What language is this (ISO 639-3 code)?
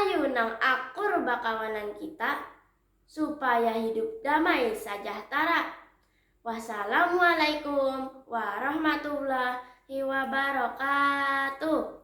bjn